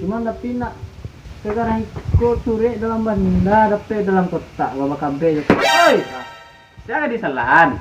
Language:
Minangkabau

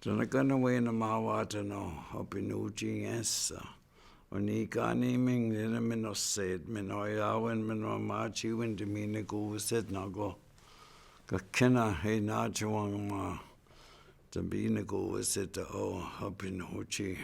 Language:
Chippewa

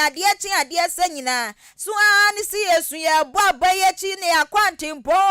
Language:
Akan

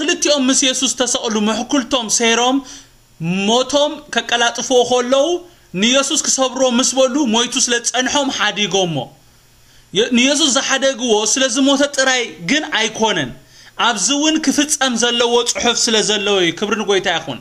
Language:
Tigrinya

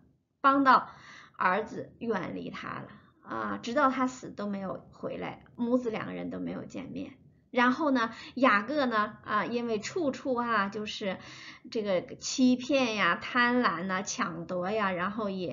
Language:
Chinese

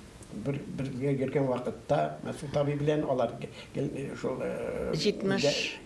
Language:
Tatar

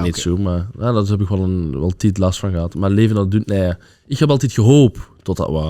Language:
Limburgish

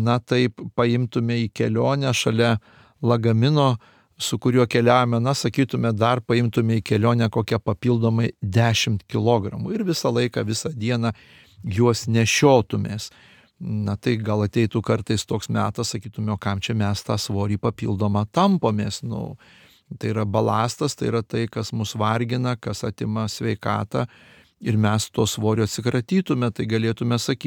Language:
Lithuanian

